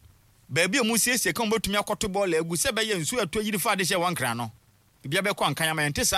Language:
Akan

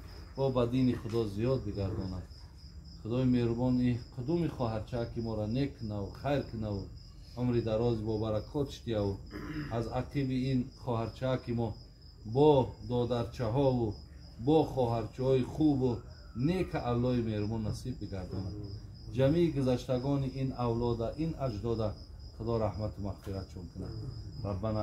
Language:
Tajik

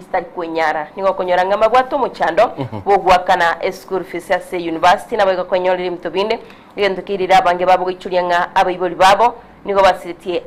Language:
Gusii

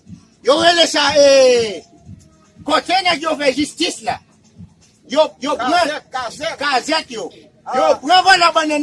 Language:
Haitian Creole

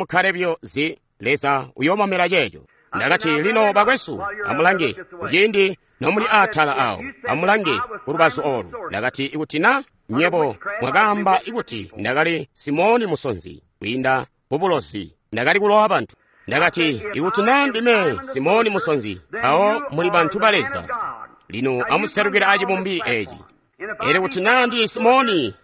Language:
Tonga (Zambia)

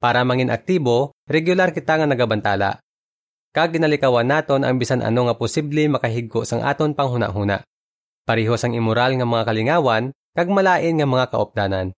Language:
Hiligaynon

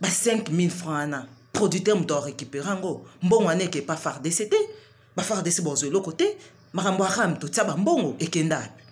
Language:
Lingala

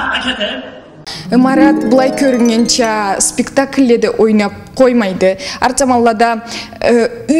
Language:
Karachay-Balkar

